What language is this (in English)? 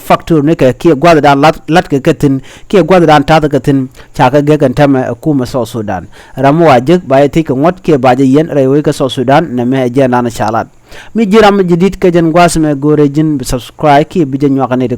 Nuer